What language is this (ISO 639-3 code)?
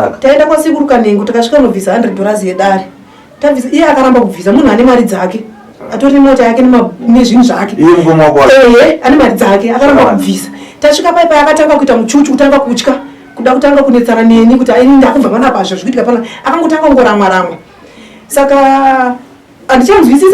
sna